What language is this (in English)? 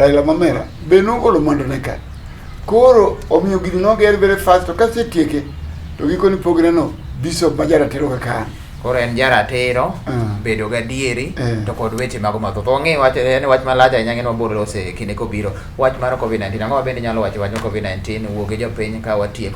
Luo (Kenya and Tanzania)